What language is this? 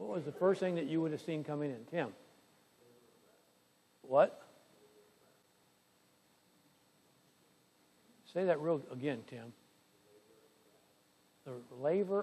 English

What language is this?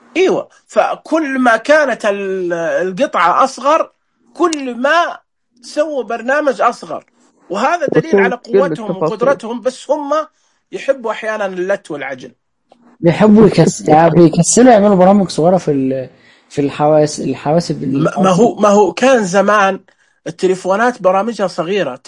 Najdi Arabic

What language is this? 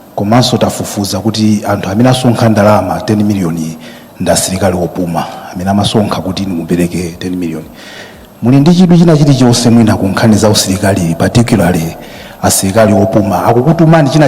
Nyanja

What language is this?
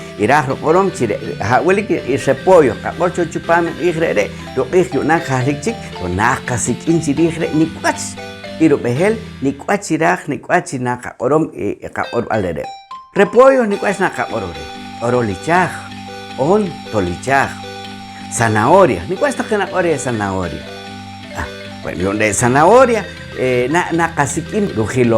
Poqomchi'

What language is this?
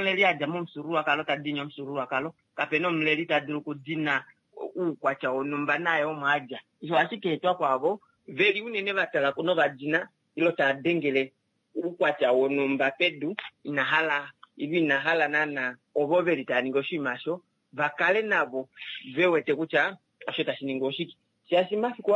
Kuanyama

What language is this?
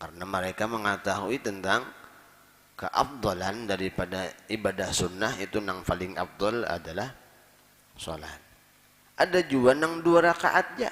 Banjar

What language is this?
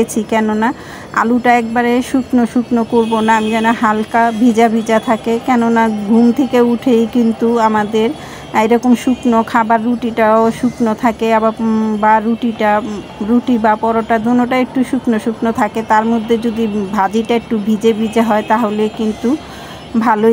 Bangla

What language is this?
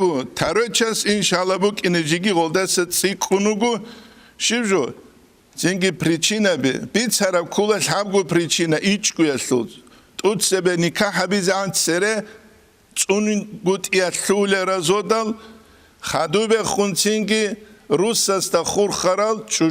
Avaric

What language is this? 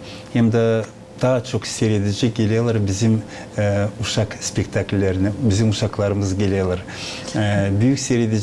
Gagauz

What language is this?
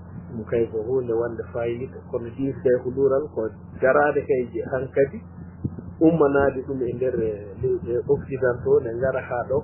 Fula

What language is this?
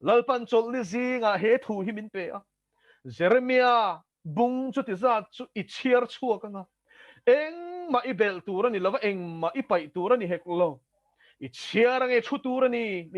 Mizo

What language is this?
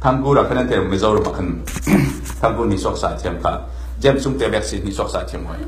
Falam Chin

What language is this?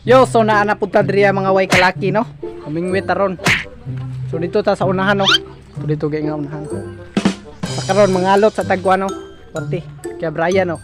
Cebuano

